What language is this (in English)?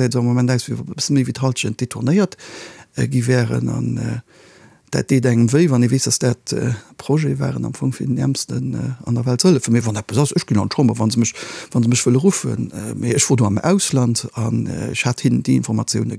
Luxembourgish